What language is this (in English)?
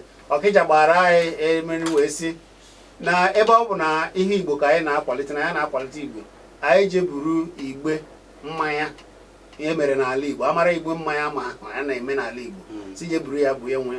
Igbo